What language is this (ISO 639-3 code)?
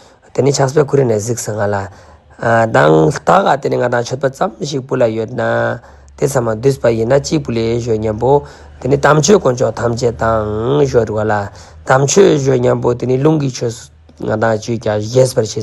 lbj